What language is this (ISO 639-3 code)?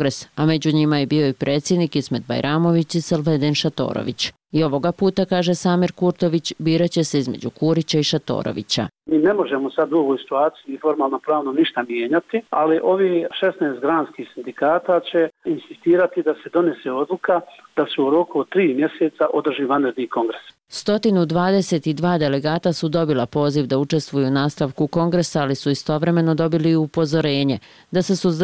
bos